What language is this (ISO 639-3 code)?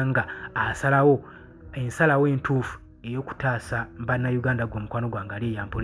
lug